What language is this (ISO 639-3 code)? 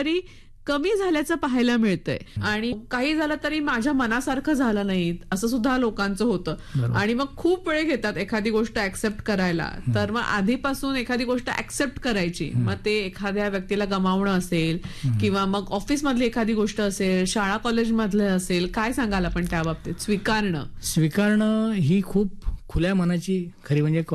mar